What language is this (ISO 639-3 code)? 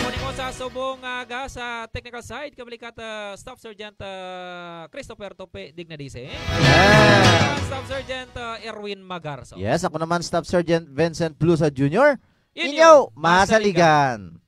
hil